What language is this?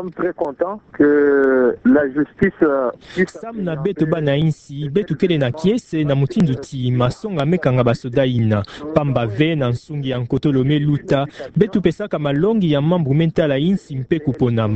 Kituba (Democratic Republic of Congo)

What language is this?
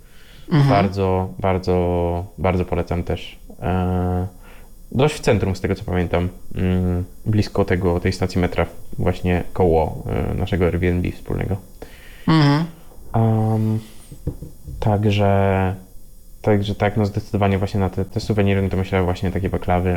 Polish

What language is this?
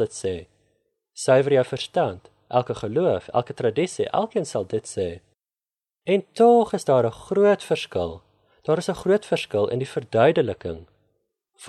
Afrikaans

